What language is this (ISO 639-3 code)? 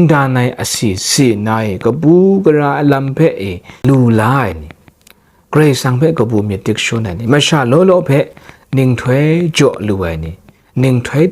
kac